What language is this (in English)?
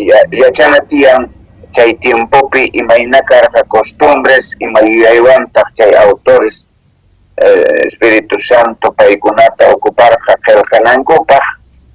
Quechua